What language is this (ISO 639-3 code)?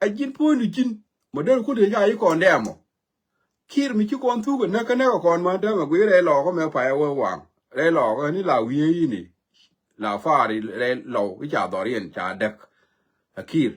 nus